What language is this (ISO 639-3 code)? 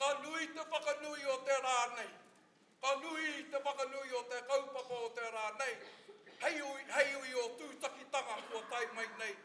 mri